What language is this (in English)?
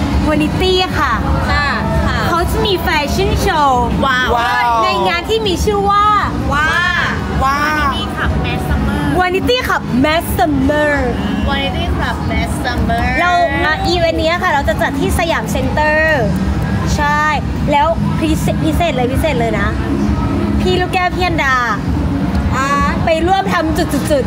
Thai